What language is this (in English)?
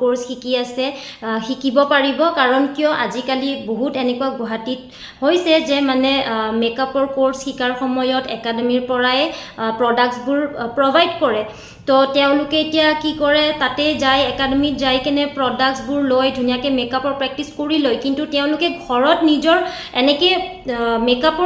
Assamese